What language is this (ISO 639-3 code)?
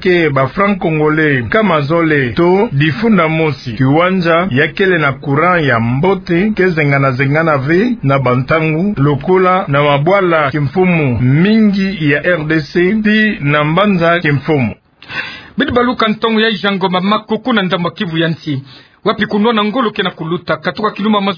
ktu